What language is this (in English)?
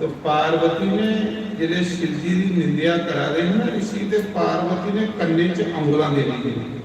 Dogri